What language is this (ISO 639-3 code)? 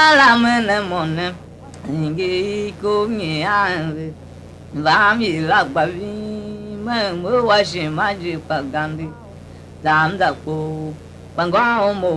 tiv